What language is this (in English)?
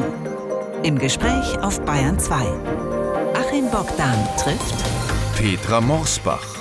German